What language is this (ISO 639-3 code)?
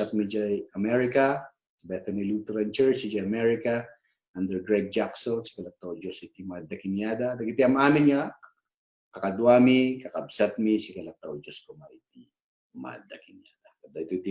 ilo